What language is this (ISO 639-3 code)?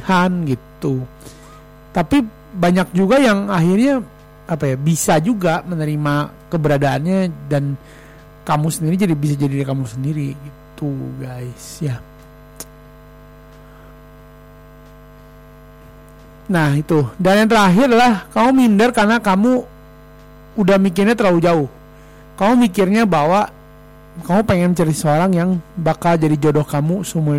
ind